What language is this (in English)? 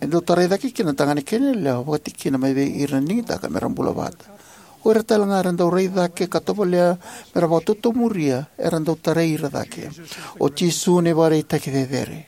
Fijian